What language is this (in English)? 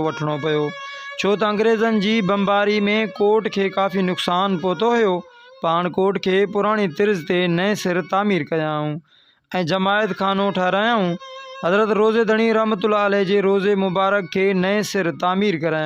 Sindhi